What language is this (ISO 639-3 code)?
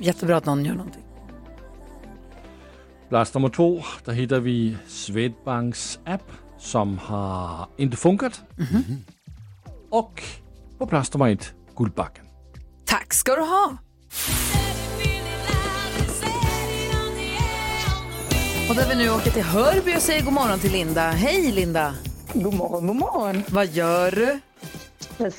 swe